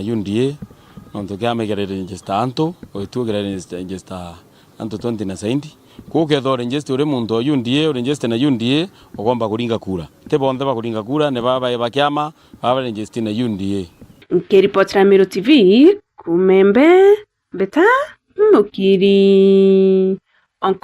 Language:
Meru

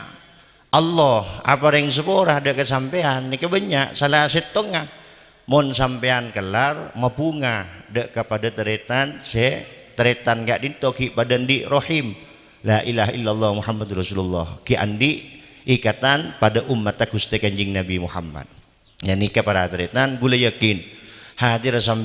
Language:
Madurese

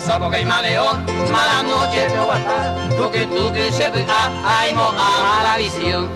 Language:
Guarani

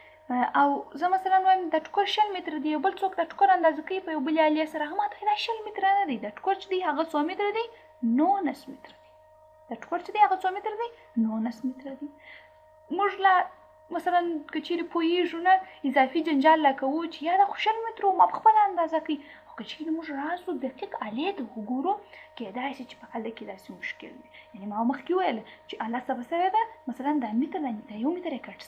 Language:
Pashto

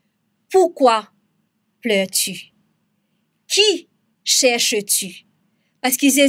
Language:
Morisyen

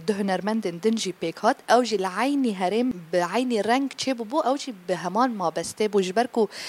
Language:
Kurdish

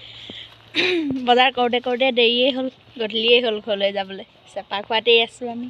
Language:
Assamese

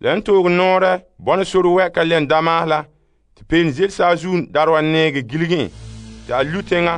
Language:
Frafra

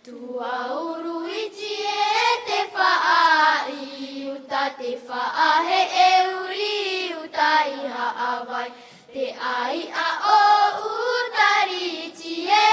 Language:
Tahitian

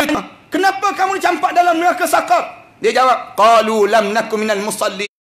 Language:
Malay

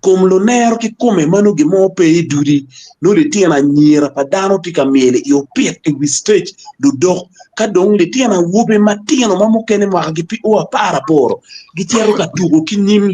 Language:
Acoli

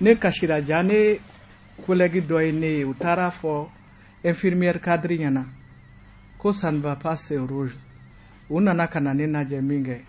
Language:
Bambara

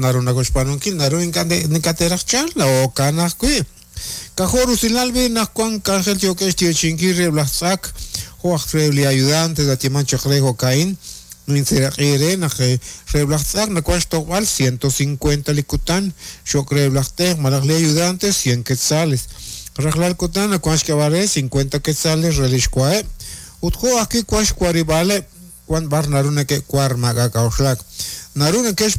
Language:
Kekchí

